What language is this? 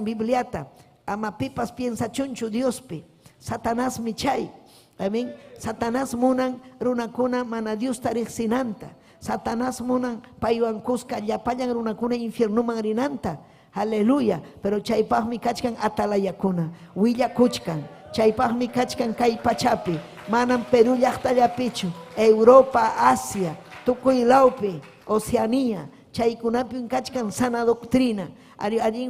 Ayacucho Quechua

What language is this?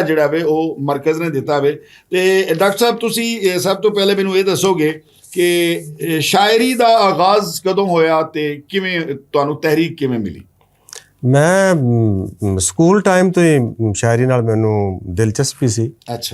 Western Panjabi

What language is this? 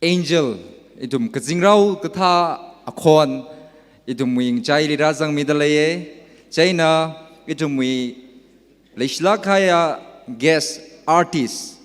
Tangkhul Naga (India)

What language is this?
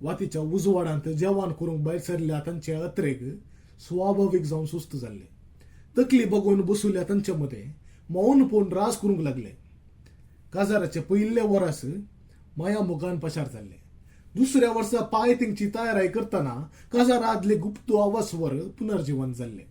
Konkani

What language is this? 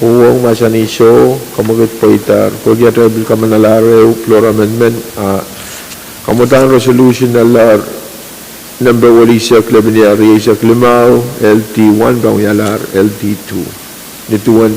Pohnpeian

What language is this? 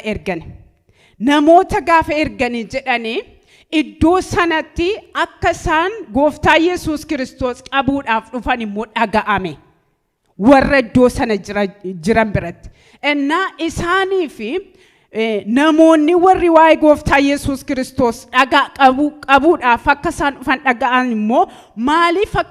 Oromo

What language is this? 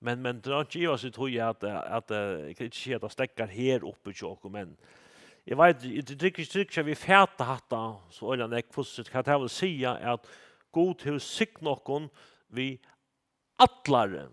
Faroese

